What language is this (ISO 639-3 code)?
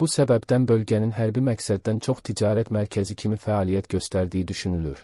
aze